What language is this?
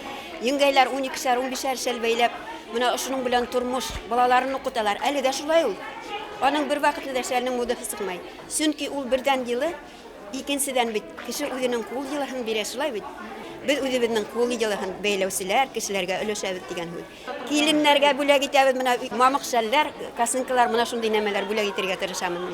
Bashkir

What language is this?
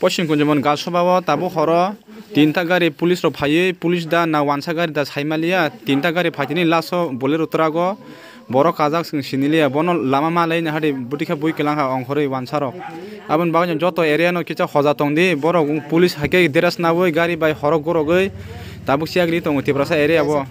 Kok Borok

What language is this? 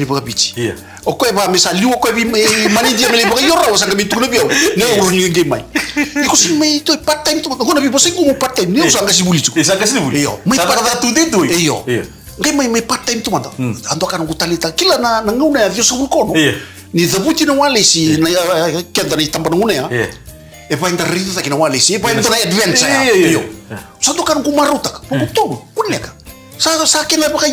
Fijian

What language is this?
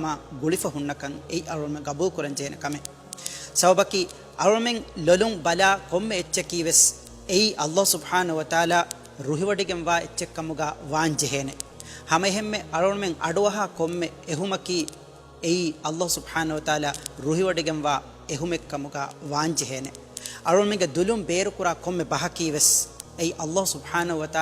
Divehi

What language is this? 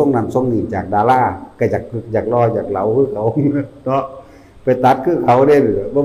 Northeastern Thai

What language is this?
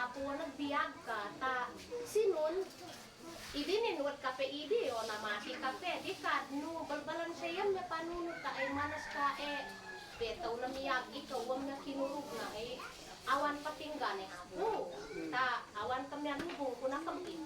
Isnag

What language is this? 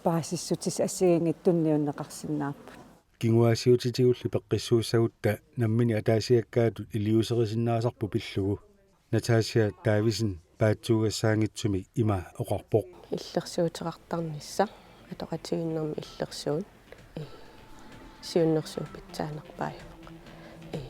Kalaallisut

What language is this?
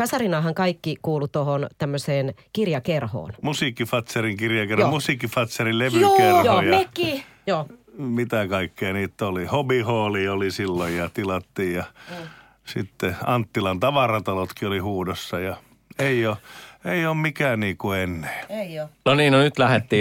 Finnish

